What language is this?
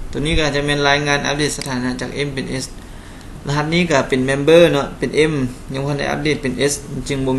Lao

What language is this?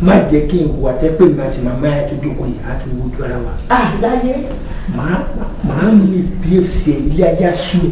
Yoruba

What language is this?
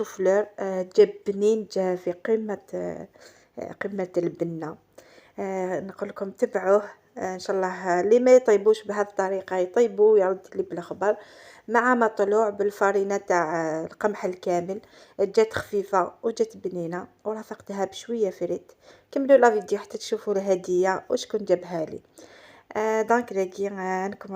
Algerian Arabic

